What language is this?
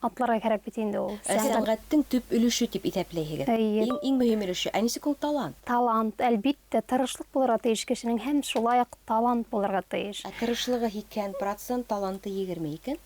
Bashkir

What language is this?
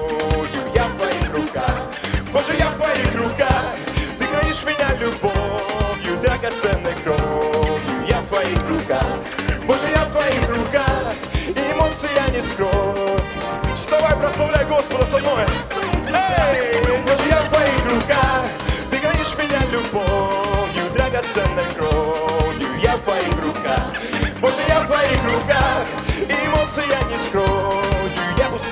Russian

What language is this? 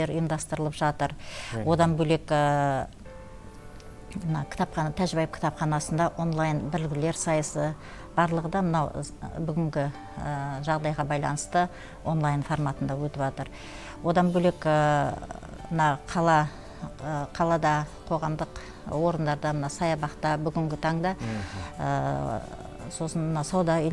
Kazakh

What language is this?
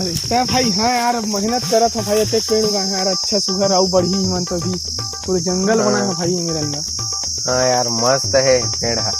Chhattisgarhi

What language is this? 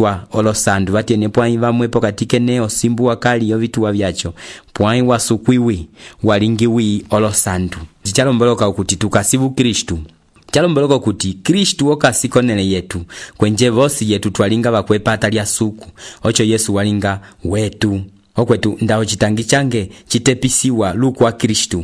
Umbundu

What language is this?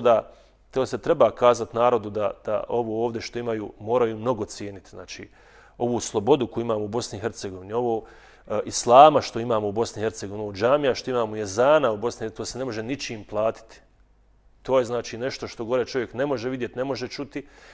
Bosnian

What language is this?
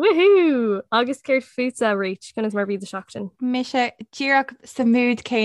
Irish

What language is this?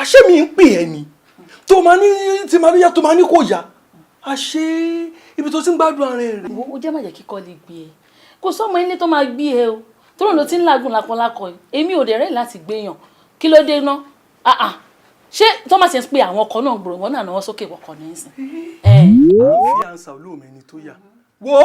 Yoruba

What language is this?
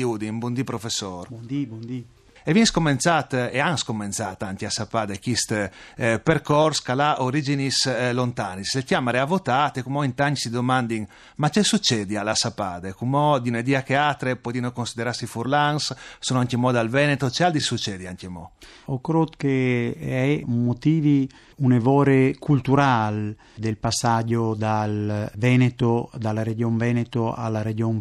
Friulian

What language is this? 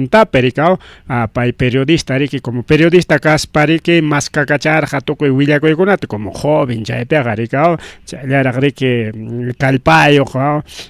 Ayacucho Quechua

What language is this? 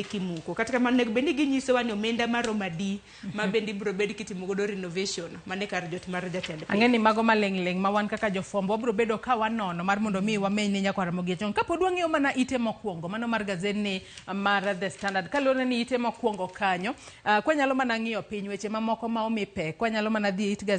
Luo (Kenya and Tanzania)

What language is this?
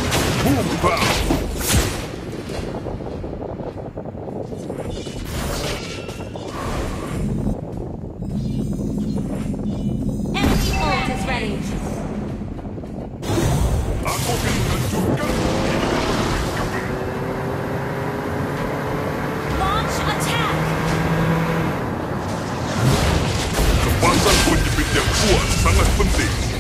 Indonesian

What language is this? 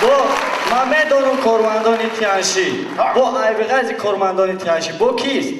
Tajik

